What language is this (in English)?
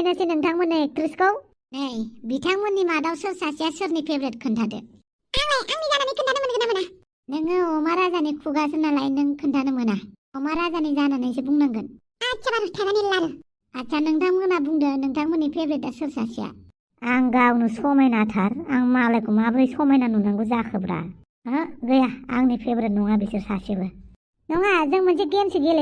Bodo